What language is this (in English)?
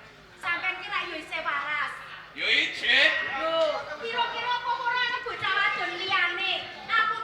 Javanese